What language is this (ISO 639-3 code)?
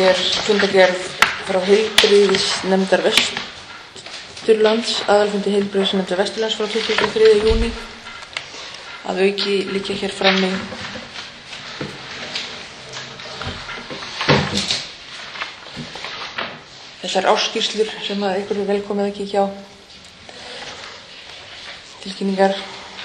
isl